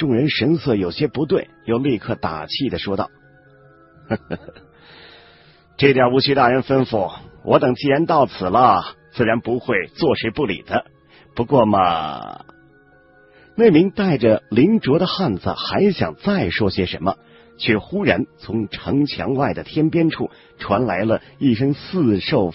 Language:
Chinese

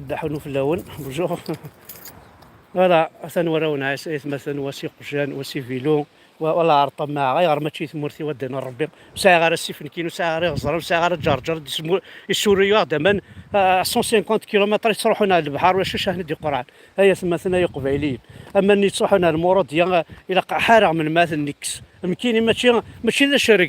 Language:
Kabyle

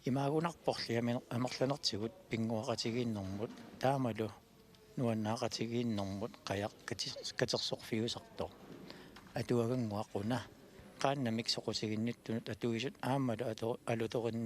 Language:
Kalaallisut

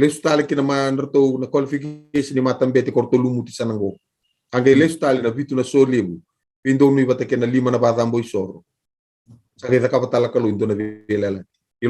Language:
Fijian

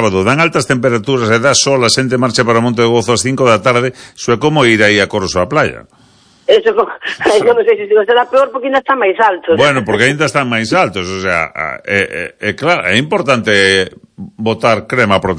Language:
Galician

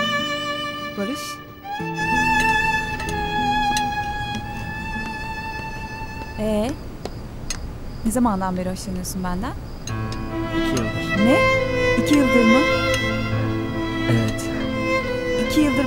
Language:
Turkish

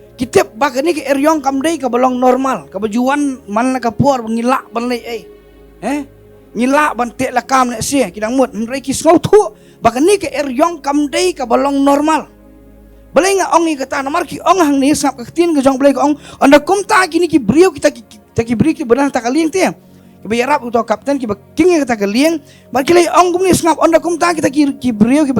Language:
Khasi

